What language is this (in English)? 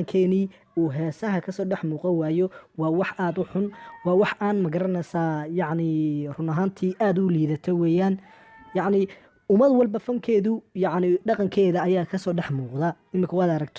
Somali